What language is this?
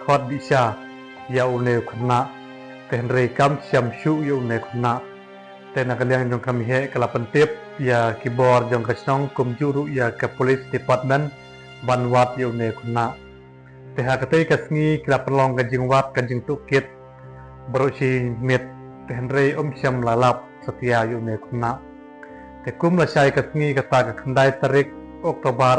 Khasi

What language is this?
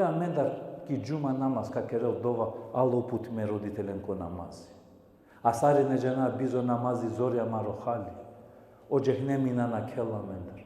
Balkan Romani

